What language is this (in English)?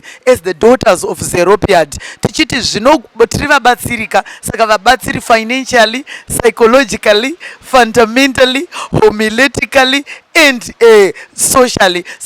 Shona